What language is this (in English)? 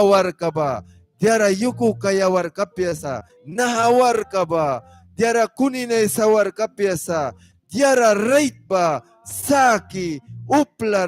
Mískito